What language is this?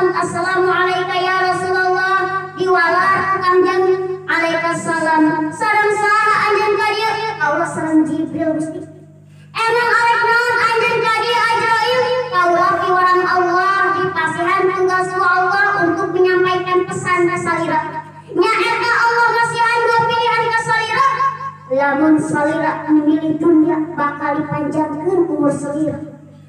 Sundanese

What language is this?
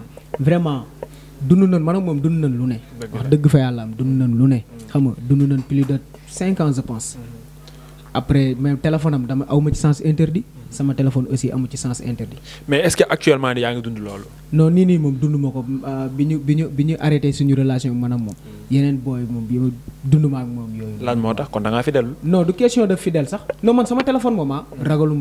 Wolof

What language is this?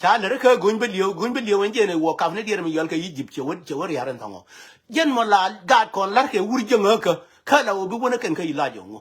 Nuer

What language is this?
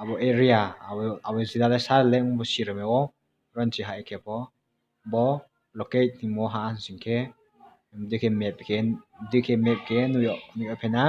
Riang (India)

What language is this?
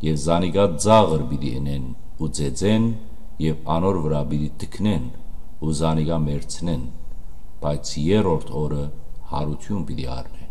Western Armenian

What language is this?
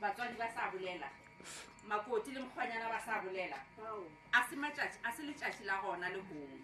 Northern Sotho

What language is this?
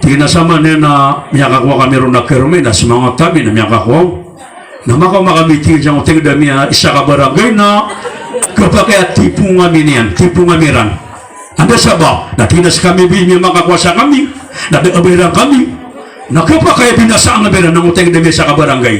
Maranao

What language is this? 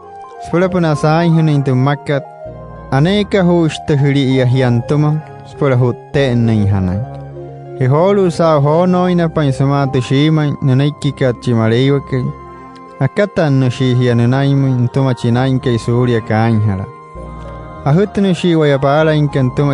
Wayuu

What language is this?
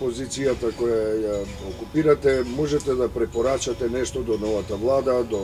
Macedonian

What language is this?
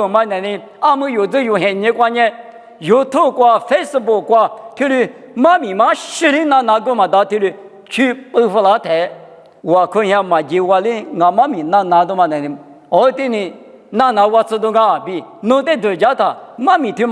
Lisu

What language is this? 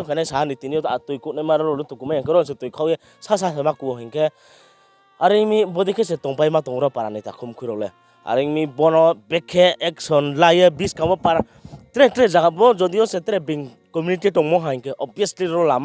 Riang (India)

